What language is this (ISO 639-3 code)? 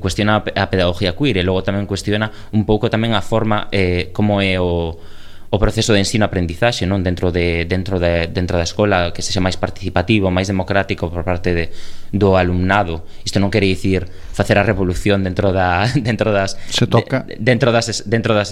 glg